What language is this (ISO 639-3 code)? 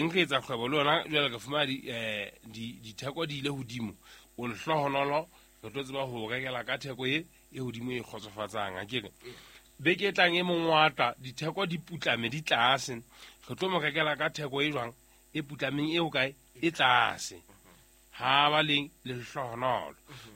sot